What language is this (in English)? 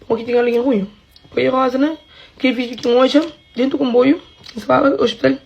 Kabuverdianu